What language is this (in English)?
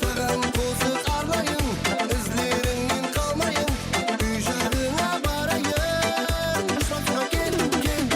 Kara-Kalpak